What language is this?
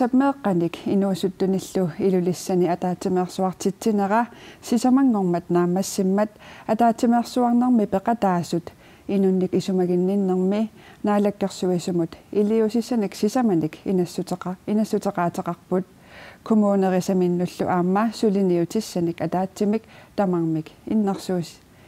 Kalaallisut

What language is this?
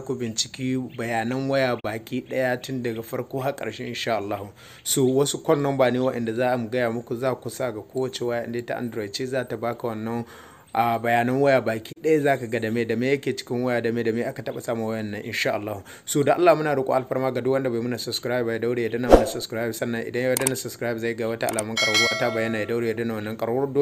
Hausa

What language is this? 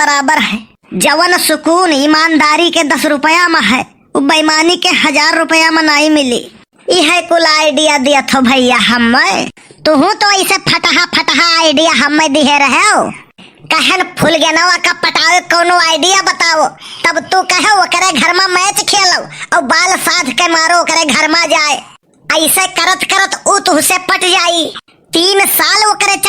Awadhi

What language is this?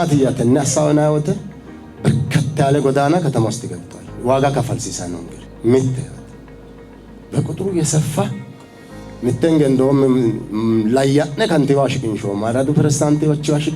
Sidamo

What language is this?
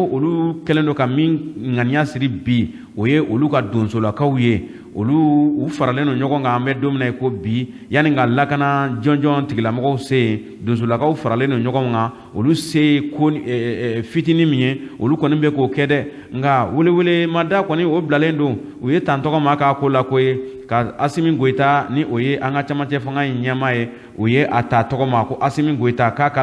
Bambara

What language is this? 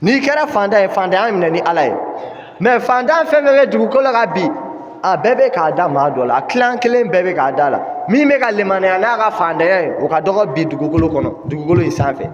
Bambara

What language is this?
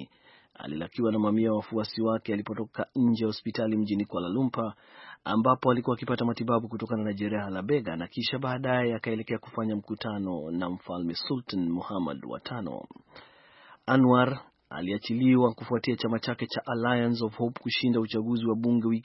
Swahili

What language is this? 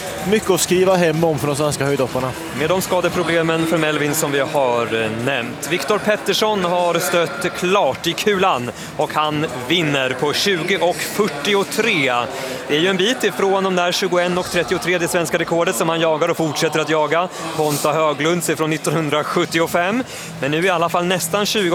Swedish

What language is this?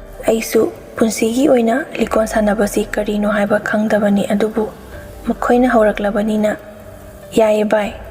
Manipuri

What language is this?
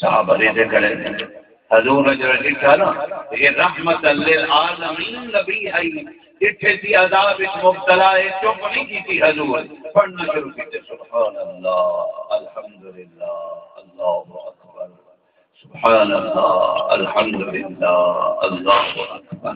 Saraiki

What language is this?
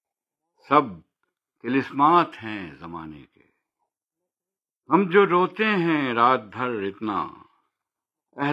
Urdu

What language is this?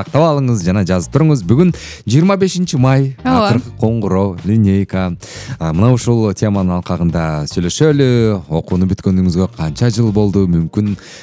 Kyrgyz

